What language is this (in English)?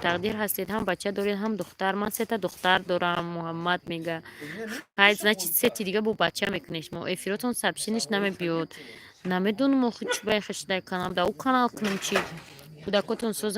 Tajik